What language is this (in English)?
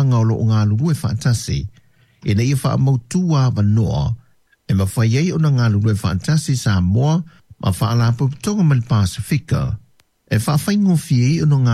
Samoan